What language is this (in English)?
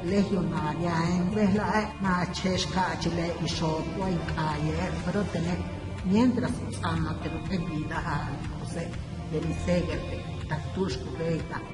Yucateco